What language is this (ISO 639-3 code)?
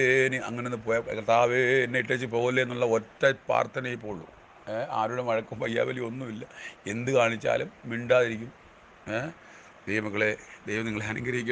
mal